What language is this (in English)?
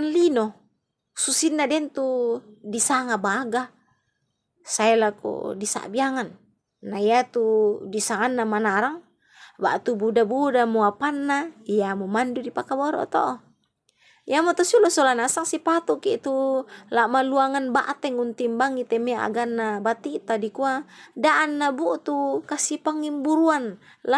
Toraja-Sa'dan